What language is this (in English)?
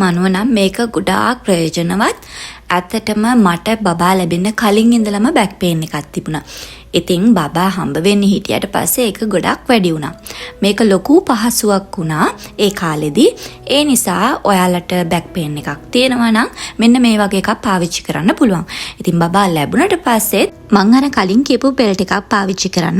Sinhala